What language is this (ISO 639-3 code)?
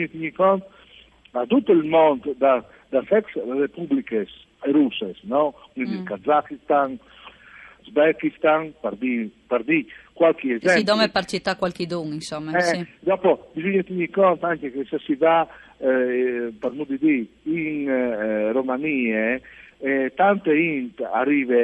fur